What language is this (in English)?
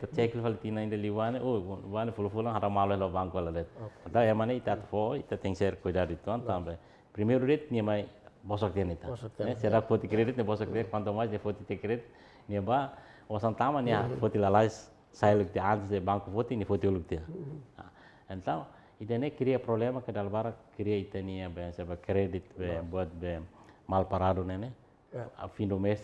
Tetum